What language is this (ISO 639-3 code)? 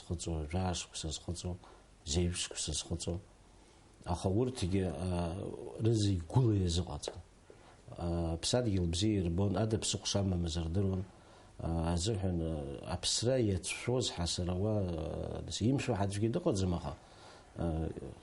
abk